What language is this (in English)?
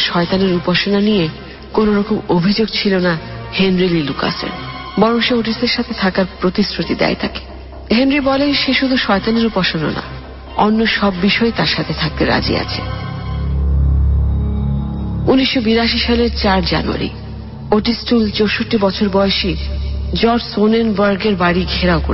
Bangla